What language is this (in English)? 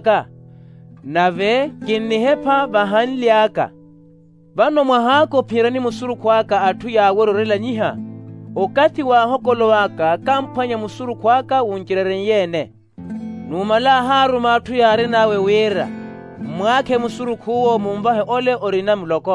Makhuwa